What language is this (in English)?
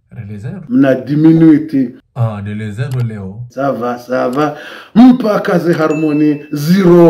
Ngazidja Comorian